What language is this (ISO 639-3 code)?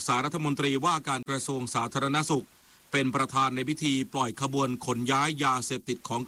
tha